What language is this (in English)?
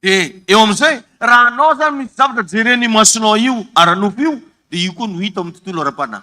Malagasy